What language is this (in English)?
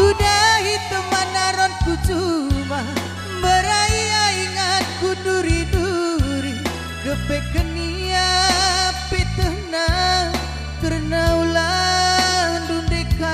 Batak Karo